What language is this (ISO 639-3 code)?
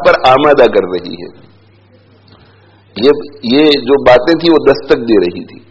urd